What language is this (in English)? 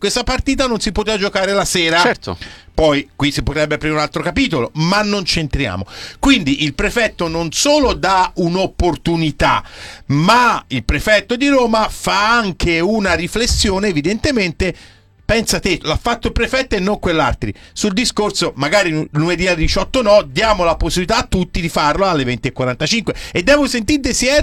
Italian